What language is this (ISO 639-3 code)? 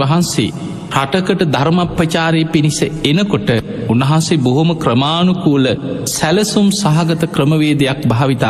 sin